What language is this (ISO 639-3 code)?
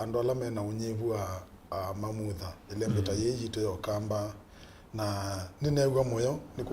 kam